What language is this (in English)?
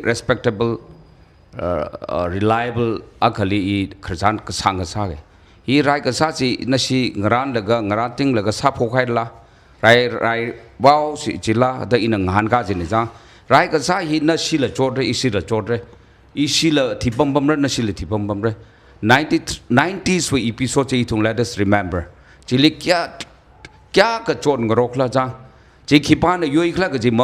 Tangkhul Naga (India)